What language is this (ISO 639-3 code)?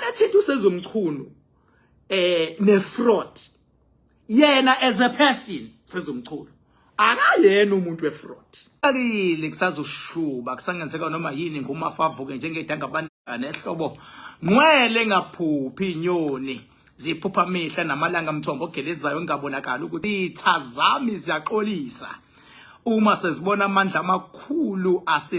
zul